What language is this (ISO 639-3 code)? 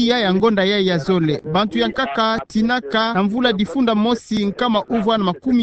ktu